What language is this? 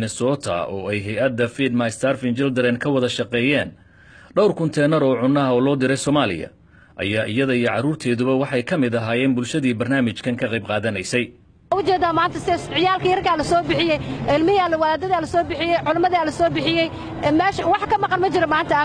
Somali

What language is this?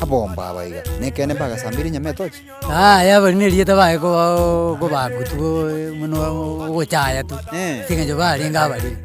Gusii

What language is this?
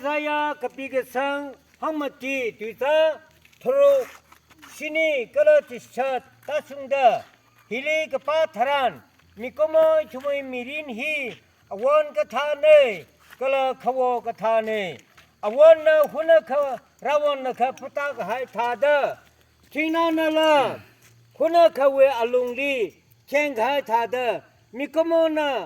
Tangkhul Naga (India)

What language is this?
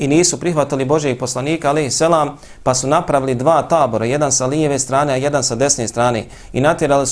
Bosnian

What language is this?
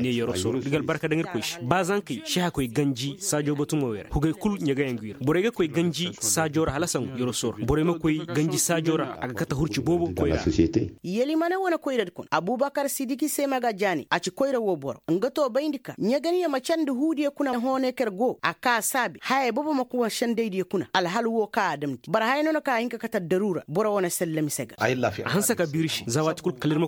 Koyraboro Senni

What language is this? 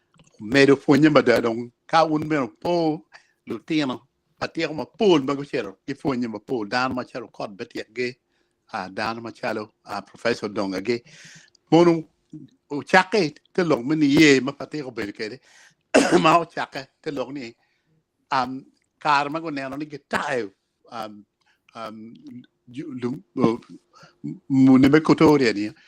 Acoli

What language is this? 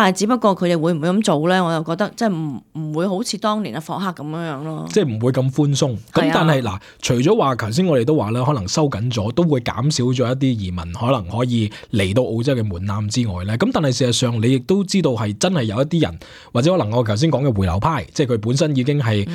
Cantonese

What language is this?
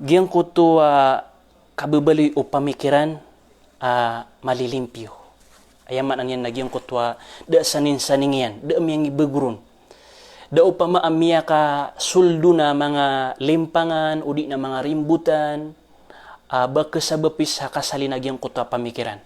Maranao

